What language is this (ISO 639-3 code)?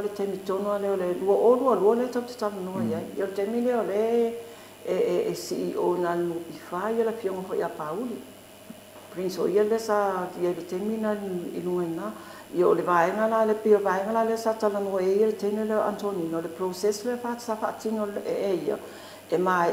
smo